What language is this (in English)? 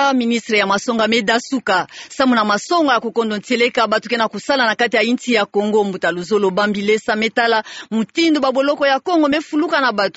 Kituba (Democratic Republic of Congo)